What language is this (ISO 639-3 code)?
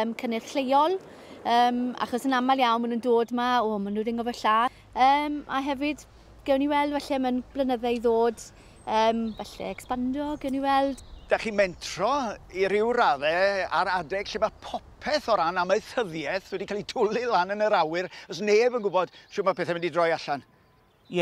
cym